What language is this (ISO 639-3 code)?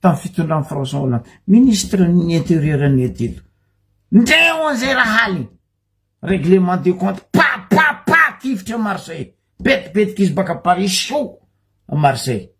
mlg